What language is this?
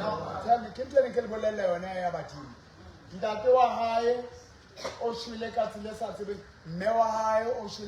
Southern Sotho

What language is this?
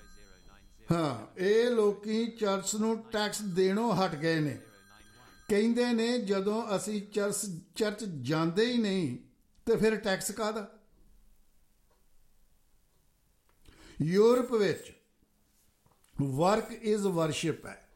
Punjabi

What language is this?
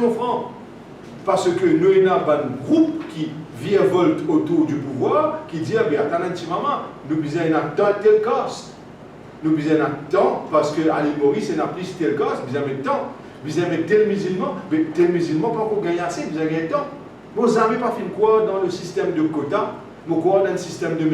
Morisyen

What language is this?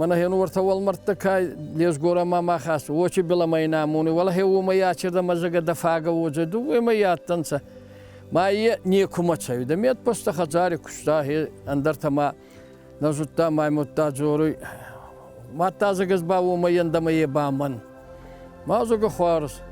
Ossetic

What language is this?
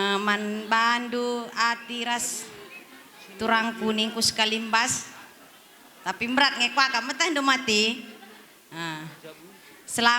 Batak Karo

